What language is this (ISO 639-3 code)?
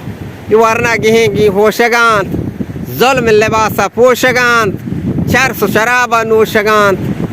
bgp